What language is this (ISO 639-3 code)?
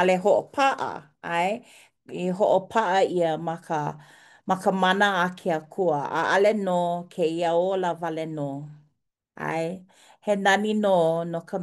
haw